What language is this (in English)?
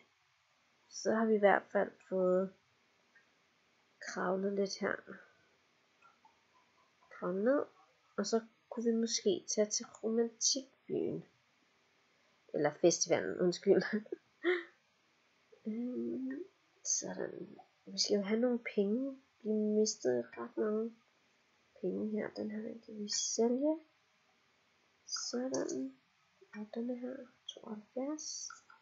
Danish